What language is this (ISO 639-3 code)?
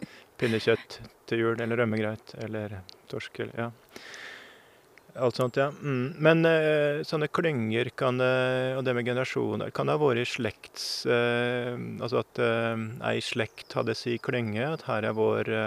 nor